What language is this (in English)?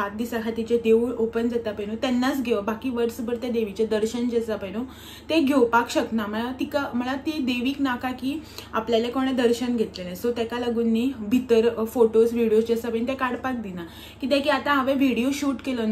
Konkani